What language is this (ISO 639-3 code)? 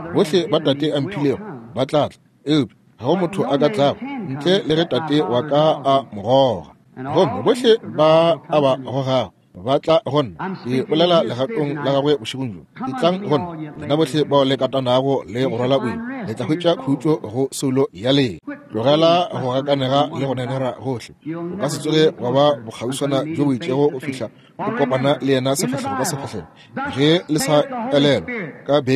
nso